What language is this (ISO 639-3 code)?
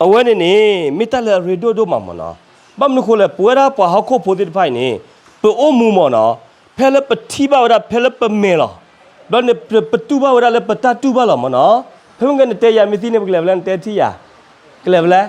ksw